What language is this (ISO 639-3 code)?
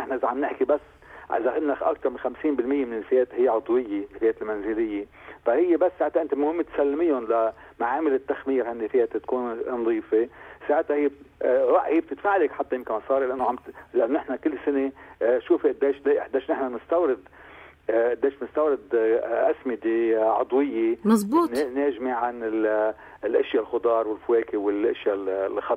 apc